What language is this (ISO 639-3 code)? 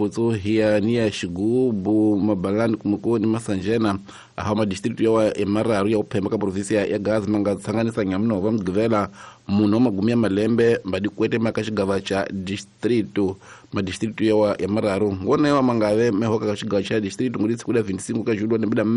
tso